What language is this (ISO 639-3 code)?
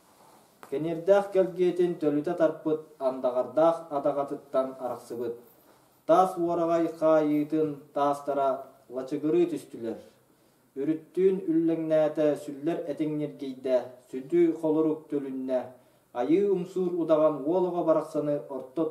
sah